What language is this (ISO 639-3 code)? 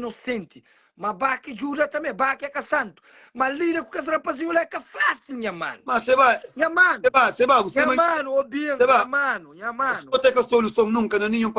kea